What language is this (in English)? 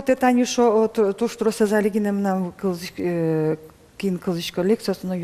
Udmurt